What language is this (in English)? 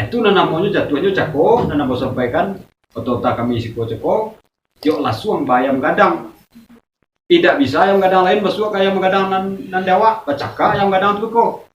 Minangkabau